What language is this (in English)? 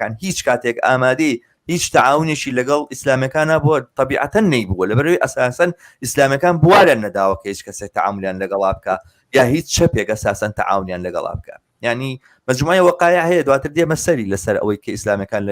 Central Kurdish